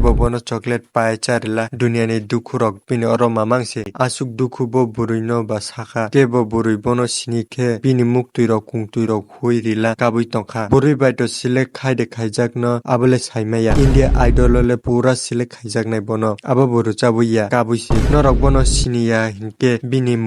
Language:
Kok Borok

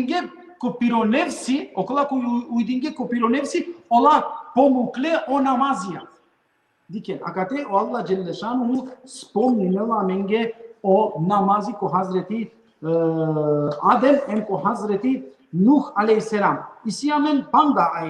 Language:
Balkan Romani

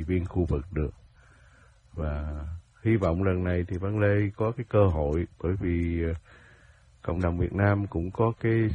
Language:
Vietnamese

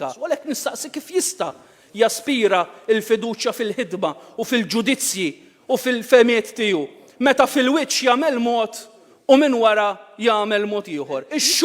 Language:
Maltese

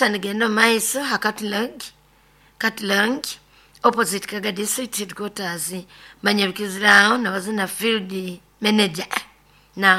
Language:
Nyoro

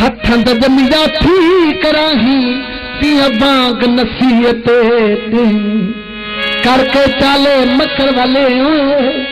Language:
Saraiki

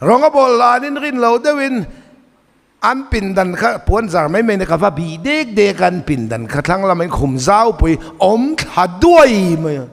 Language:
Mizo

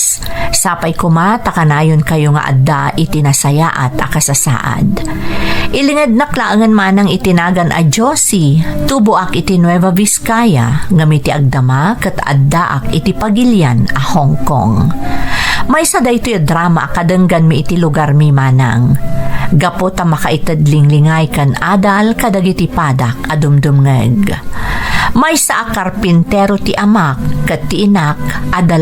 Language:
Iloko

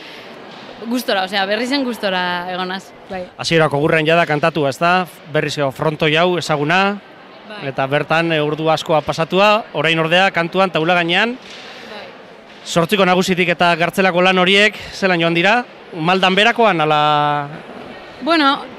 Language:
Basque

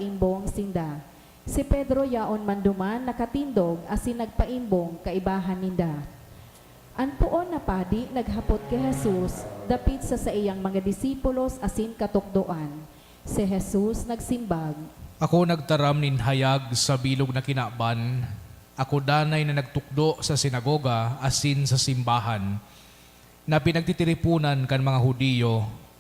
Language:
Bikol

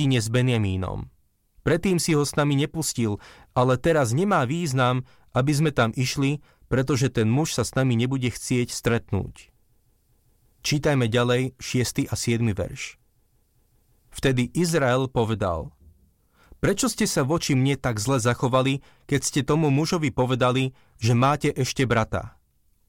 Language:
Slovak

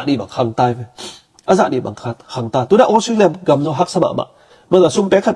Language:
Tedim Chin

